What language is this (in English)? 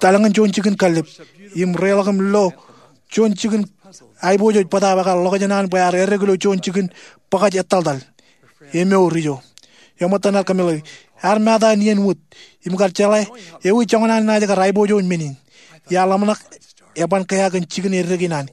Marshallese